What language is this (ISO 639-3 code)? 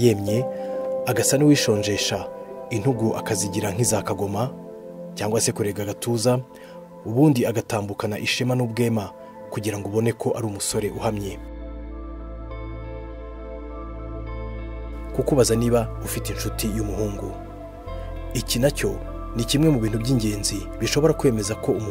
kin